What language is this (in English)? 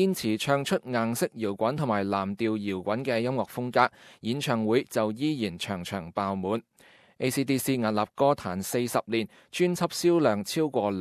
Cantonese